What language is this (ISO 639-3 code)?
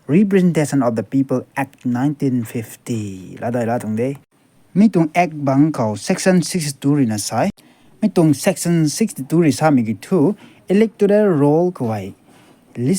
nbu